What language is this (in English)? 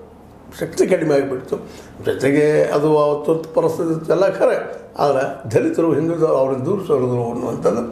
Kannada